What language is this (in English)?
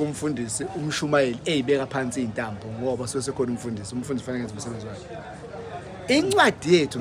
Zulu